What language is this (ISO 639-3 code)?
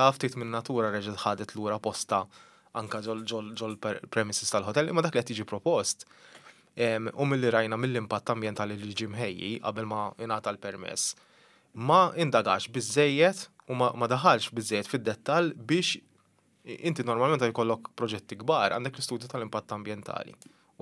mlt